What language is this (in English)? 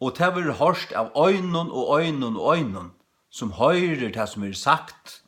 Faroese